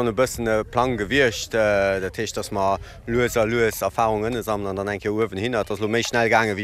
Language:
Luxembourgish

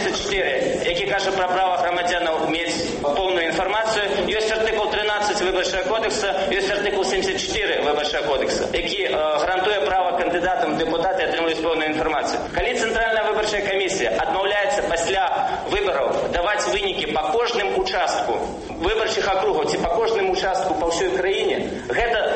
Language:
Belarusian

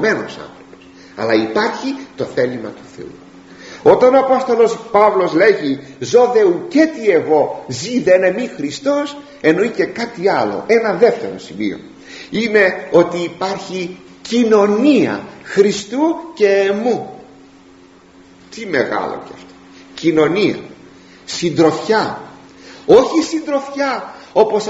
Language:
Greek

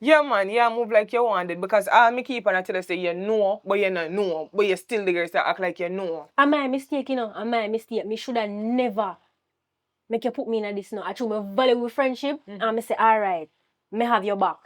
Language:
Jamaican Creole English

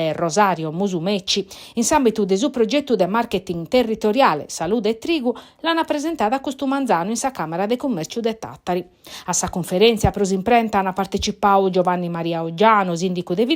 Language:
Sardinian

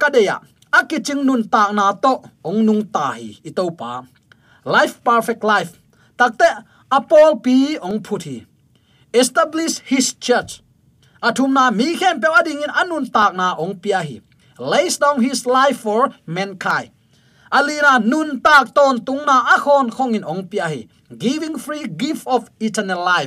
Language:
Tedim Chin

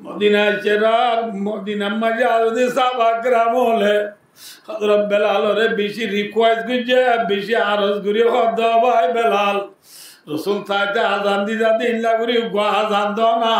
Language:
Rohingya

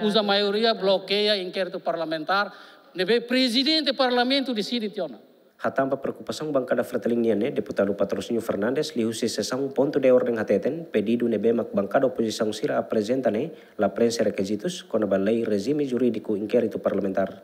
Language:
Tetum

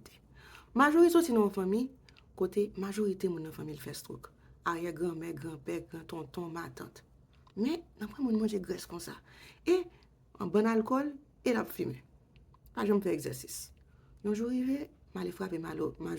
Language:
Haitian Creole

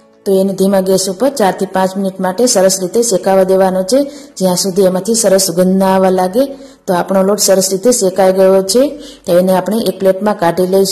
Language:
Gujarati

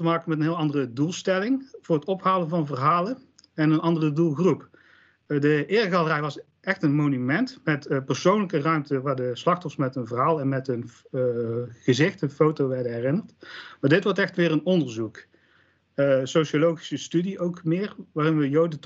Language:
Dutch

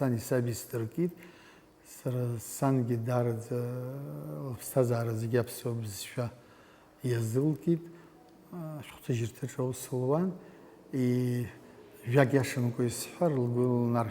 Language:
Abkhazian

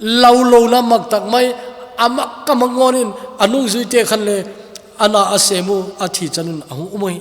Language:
Thado Chin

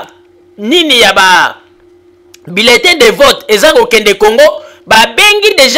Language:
Lingala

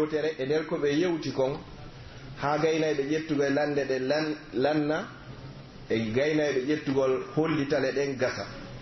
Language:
Pular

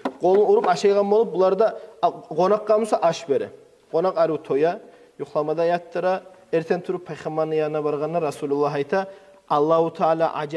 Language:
Kumyk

